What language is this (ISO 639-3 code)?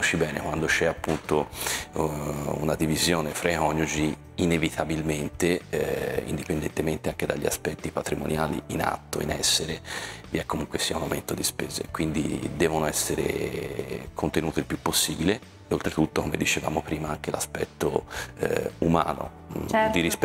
ita